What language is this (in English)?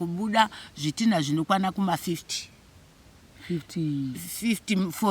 Shona